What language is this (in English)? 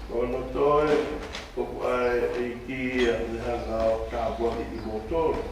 Tongan